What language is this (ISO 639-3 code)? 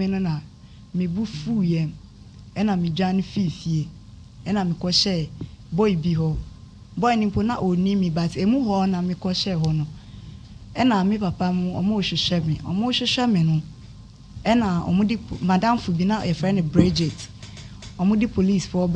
aka